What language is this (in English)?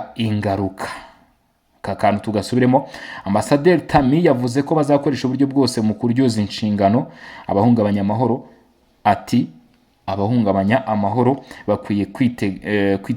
Kinyarwanda